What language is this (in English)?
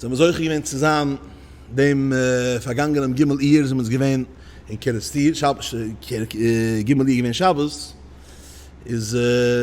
Yiddish